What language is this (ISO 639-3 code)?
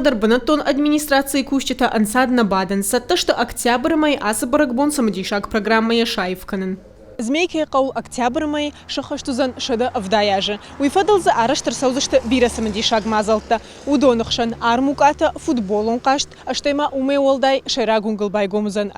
oss